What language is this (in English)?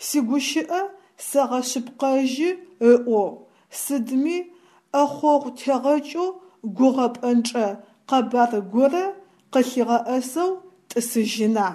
Adyghe